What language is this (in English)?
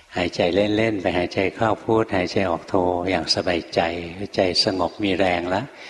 Thai